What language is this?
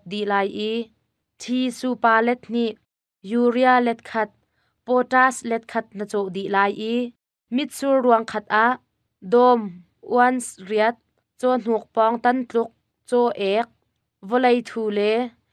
Hakha Chin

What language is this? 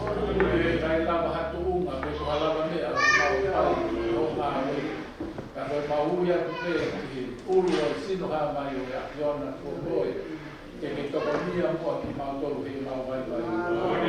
Tongan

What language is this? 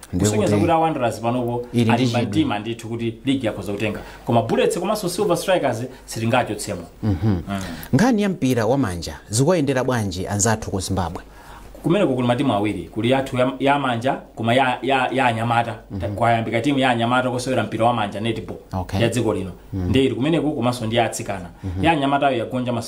Nyanja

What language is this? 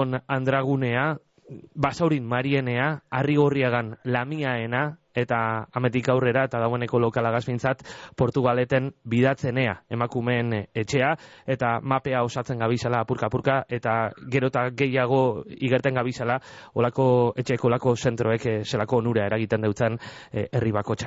Basque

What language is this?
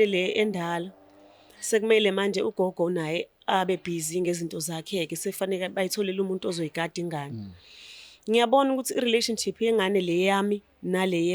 Zulu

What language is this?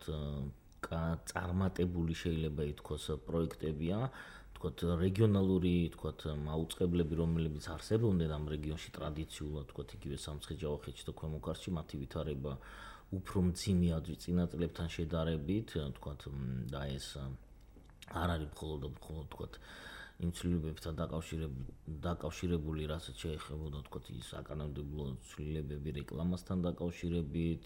Georgian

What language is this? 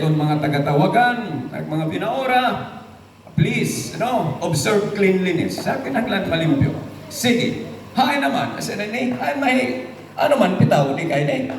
Waray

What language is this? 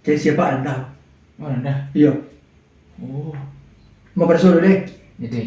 Minangkabau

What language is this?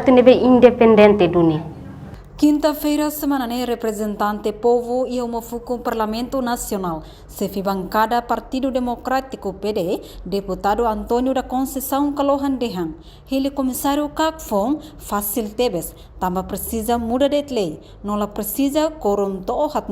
Tetum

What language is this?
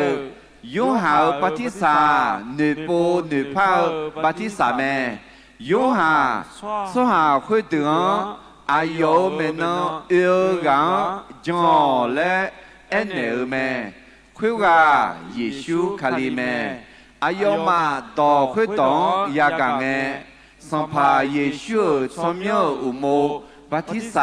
Akha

